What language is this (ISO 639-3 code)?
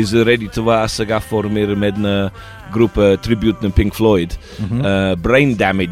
bul